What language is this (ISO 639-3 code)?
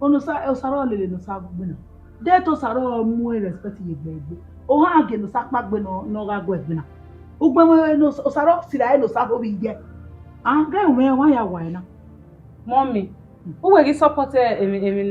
bin